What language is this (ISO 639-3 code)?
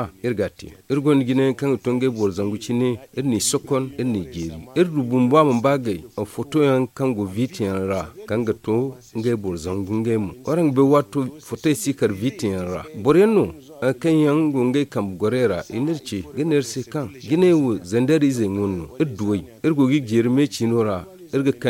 dje